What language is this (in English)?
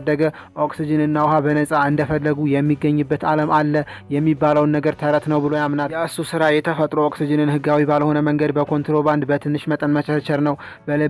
Amharic